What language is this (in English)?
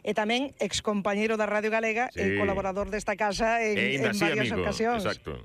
Galician